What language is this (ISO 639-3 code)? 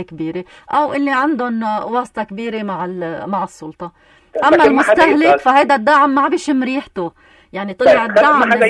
apc